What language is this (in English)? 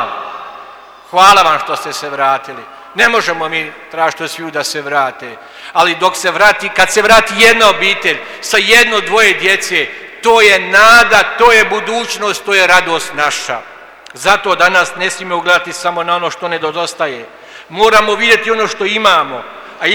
Croatian